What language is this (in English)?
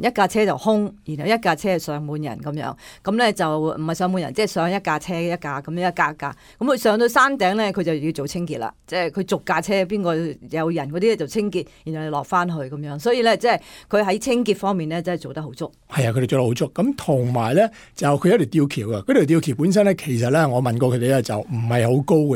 Cantonese